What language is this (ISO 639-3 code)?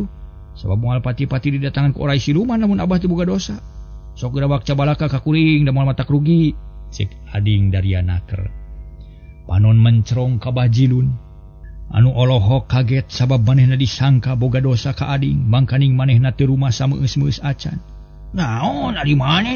sun